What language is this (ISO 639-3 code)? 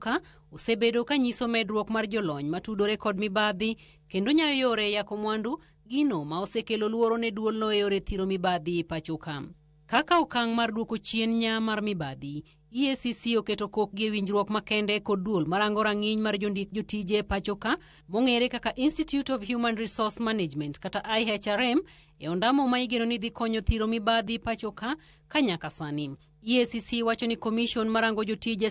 luo